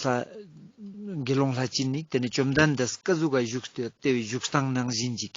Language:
Ladakhi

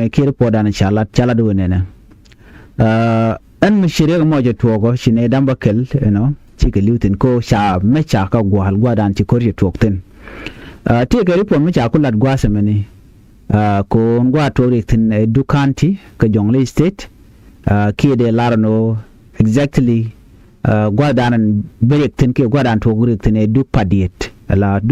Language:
Nuer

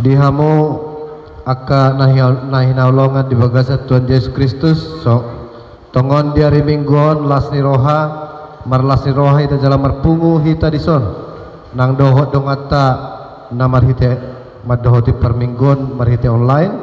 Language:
Batak Toba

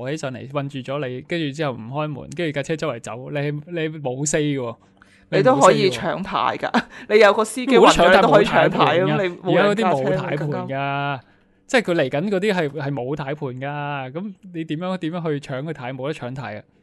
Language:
Cantonese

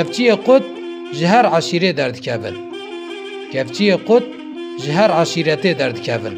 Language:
Kurdish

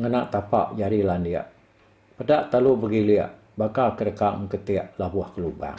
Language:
Iban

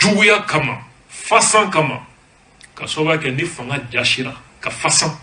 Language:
Bambara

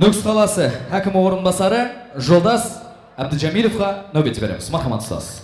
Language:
Kara-Kalpak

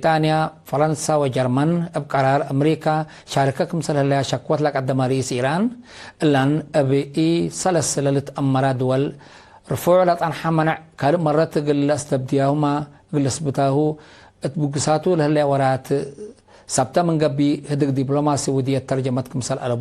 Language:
Tigre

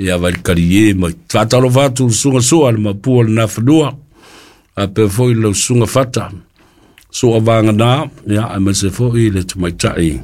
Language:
Samoan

